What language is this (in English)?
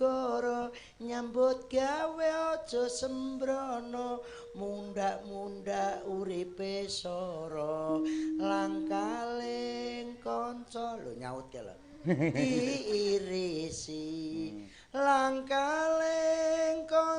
Javanese